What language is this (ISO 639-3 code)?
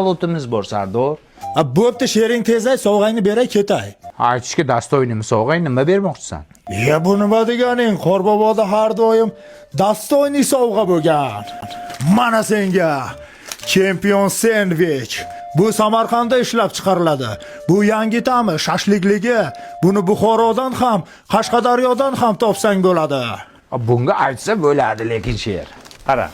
uzb